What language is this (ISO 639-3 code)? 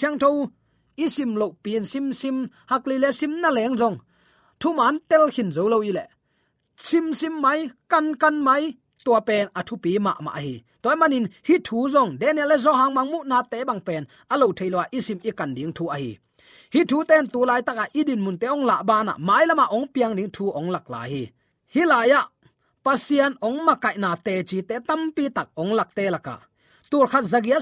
ctd